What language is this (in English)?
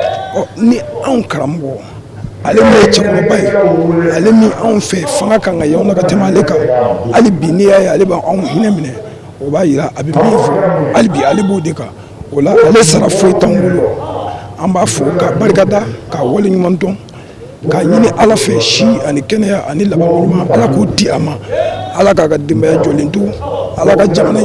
Bambara